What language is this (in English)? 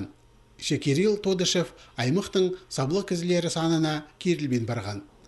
Khakas